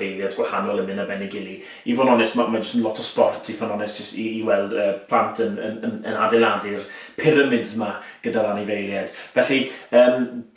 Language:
Welsh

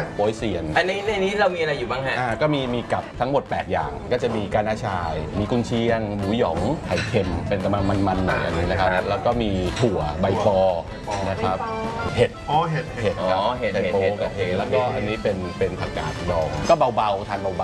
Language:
Thai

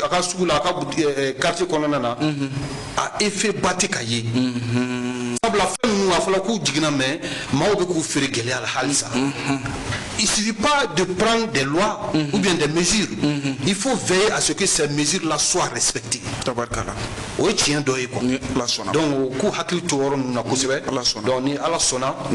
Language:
Bambara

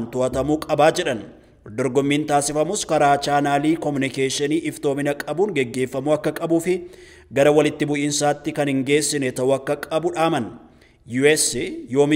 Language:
Oromo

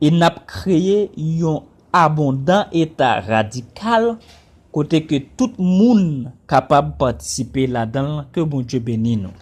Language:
Haitian Creole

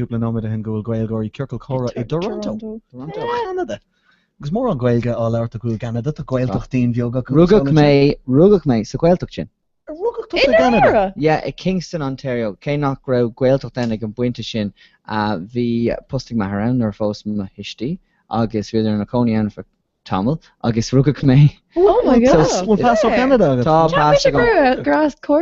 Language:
Irish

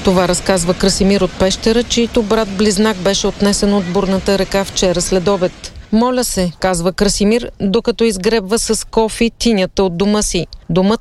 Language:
Bulgarian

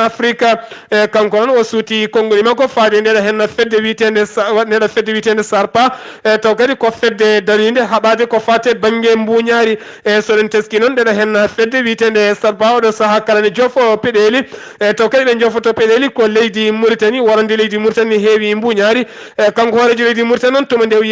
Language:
Fula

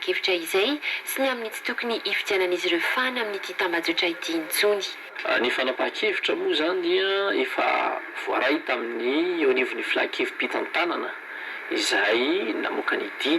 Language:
Malagasy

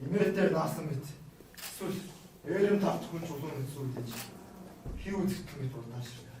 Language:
Mongolian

